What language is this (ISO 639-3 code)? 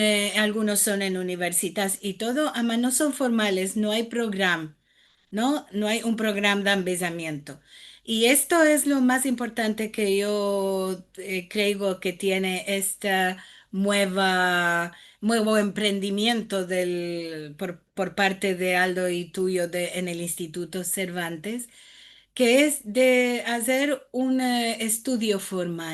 lad